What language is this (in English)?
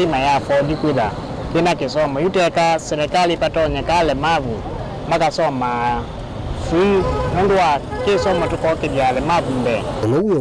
Kamba